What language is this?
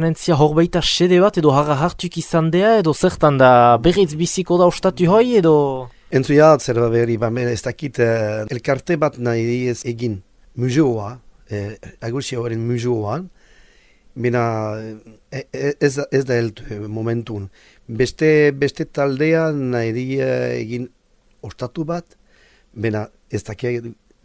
Basque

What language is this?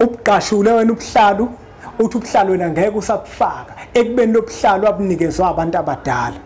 Zulu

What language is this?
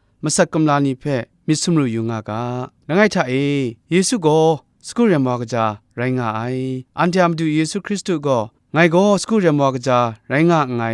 Kachin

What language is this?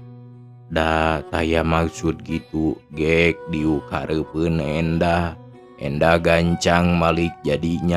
Sundanese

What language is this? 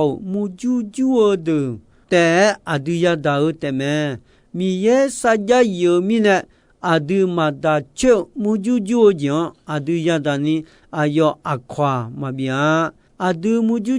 Akha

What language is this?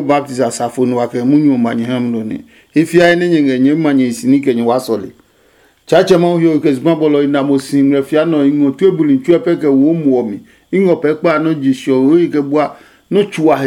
Adangme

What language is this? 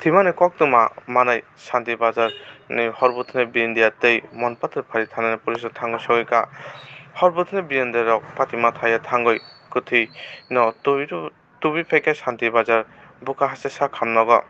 Kok Borok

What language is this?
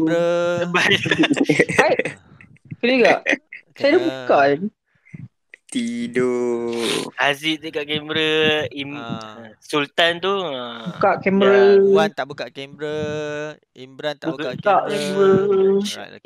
Malay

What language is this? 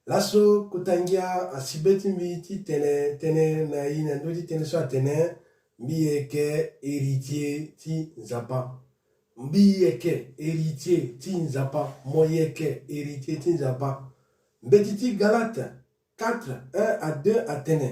Sango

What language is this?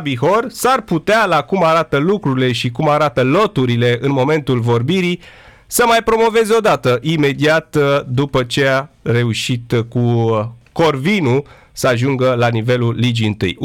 Romanian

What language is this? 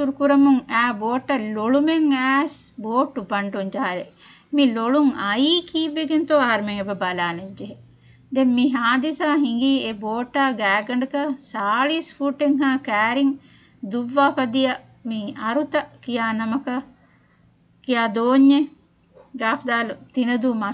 Divehi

